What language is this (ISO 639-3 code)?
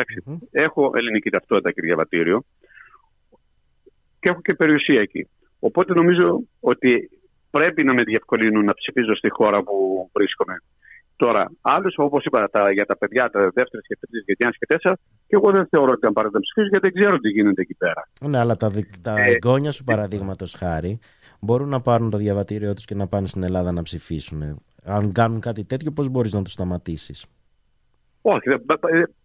ell